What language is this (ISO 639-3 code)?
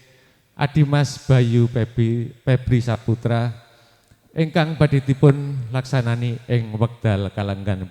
jav